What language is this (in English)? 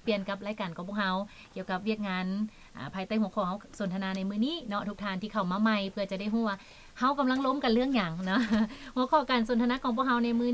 Lao